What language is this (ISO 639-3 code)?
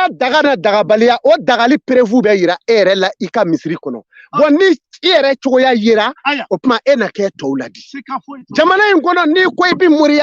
bam